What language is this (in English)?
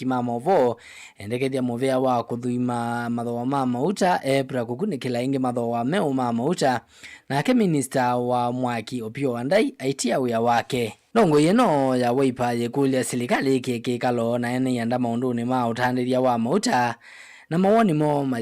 Kamba